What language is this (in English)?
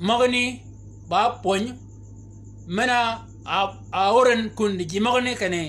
Shilluk